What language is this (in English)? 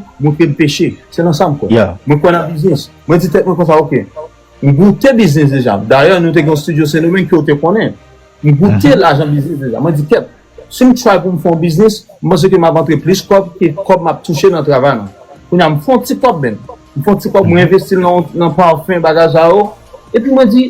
Haitian Creole